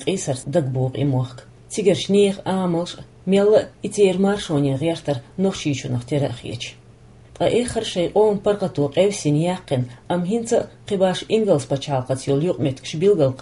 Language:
Chechen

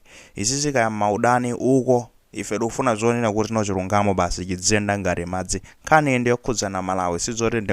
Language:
Nyanja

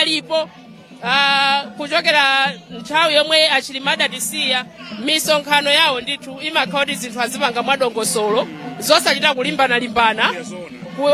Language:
Nyanja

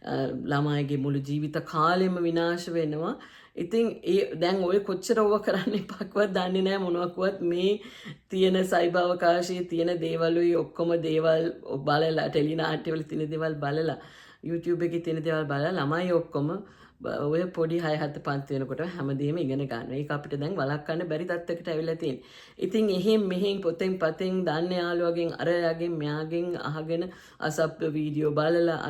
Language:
Sinhala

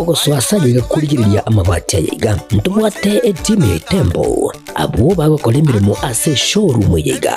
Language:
Gusii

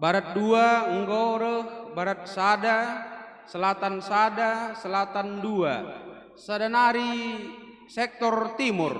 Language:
Batak Karo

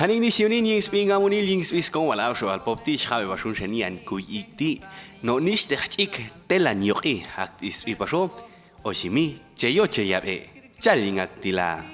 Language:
Popti'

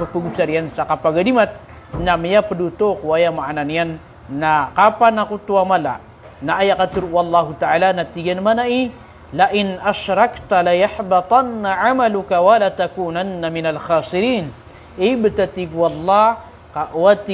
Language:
Maranao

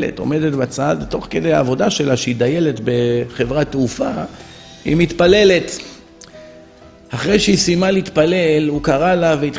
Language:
Hebrew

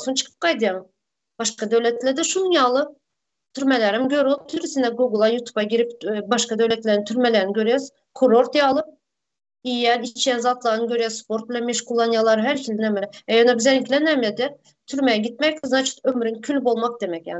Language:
Turkmen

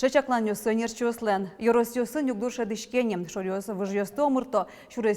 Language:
Udmurt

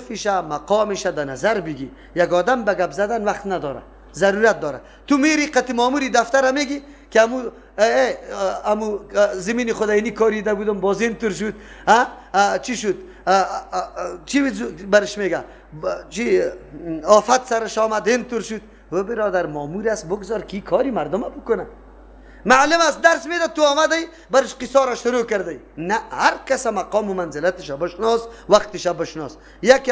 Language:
Persian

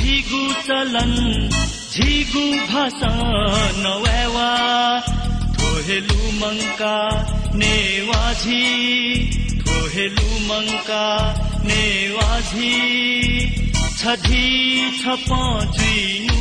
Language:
Newari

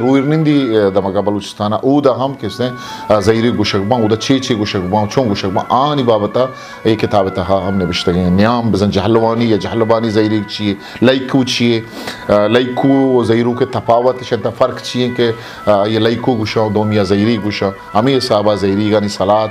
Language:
Eastern Balochi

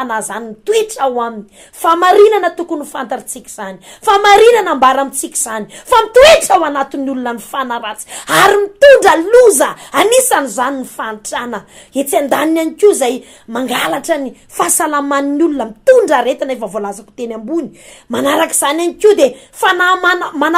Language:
Malagasy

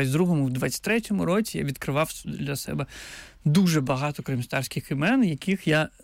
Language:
Ukrainian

